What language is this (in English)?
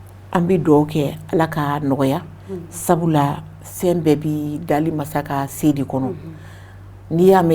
Bambara